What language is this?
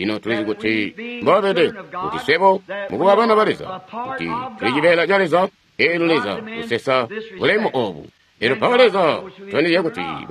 Tonga (Zambia)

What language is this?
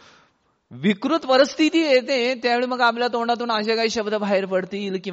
Marathi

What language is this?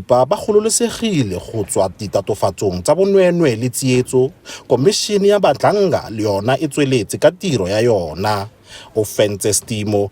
Tswana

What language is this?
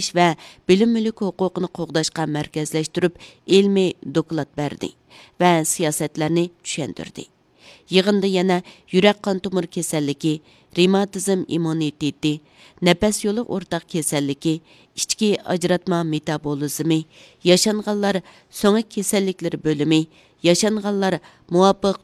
Uyghur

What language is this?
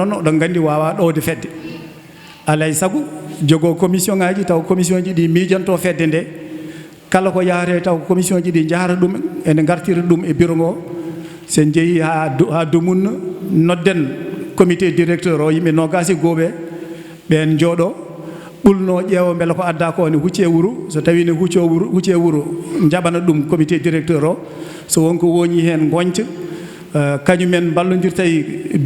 Fula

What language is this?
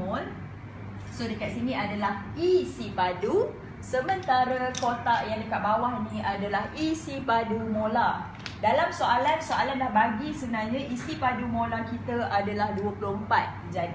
Malay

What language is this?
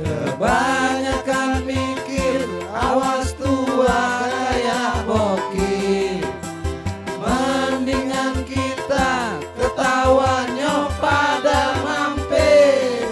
Betawi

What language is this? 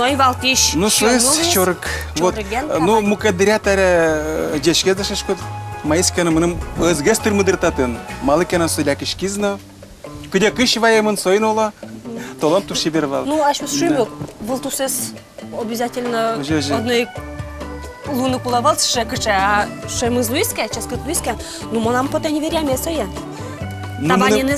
Udmurt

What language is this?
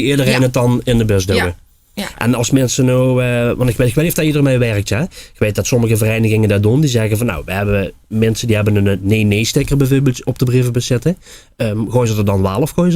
Limburgish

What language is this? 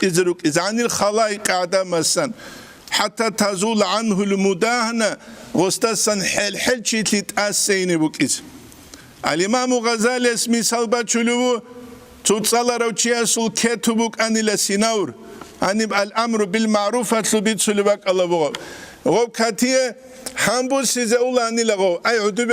Avaric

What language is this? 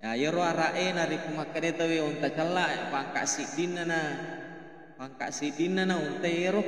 Buginese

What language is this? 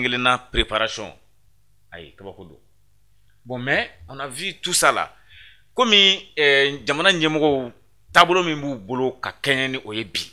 Bambara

